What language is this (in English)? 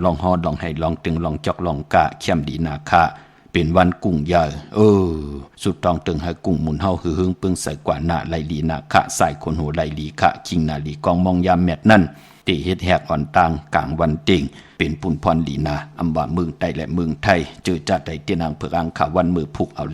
Shan